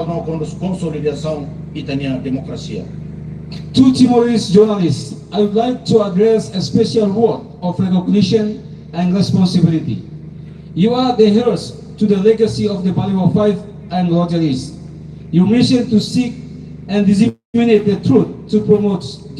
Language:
Tetum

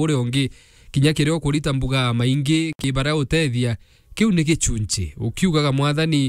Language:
Meru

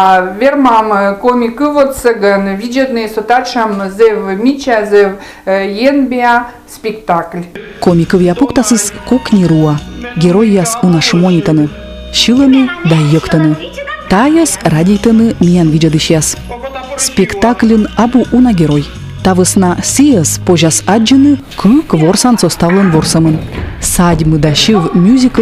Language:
Komi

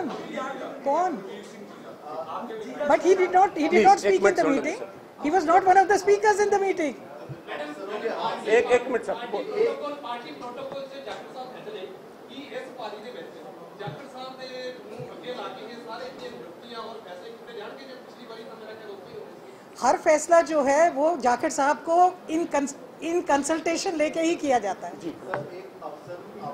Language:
Punjabi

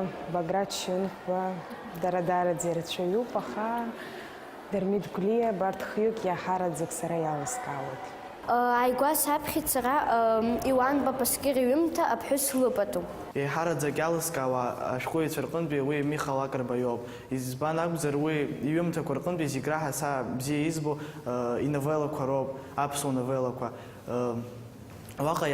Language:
Abkhazian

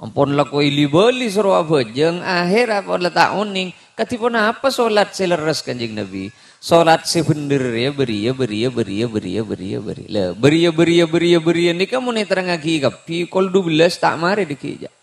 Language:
Madurese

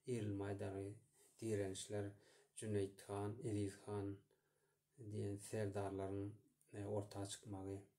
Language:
Turkmen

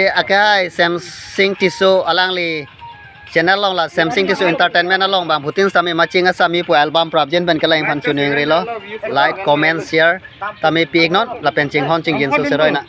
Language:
Karbi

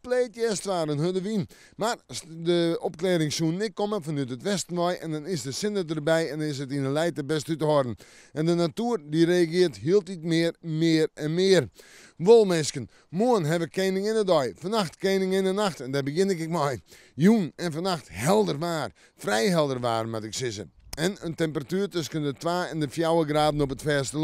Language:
Western Frisian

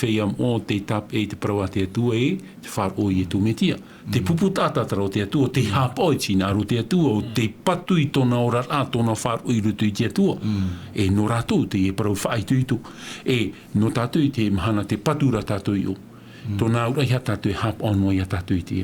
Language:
Tahitian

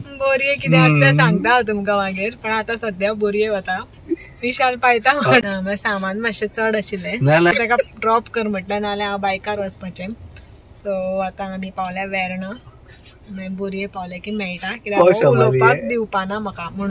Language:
Konkani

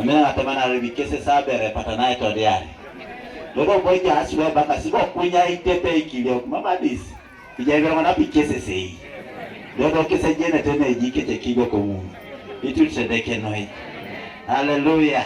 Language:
Teso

